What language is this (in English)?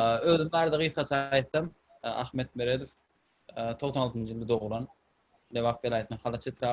Turkmen